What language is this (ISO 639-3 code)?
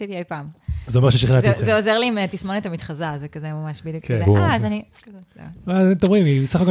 heb